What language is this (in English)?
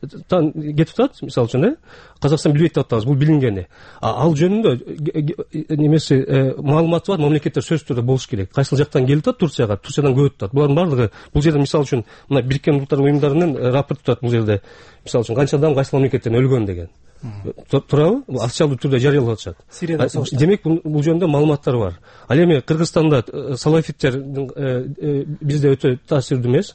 Kyrgyz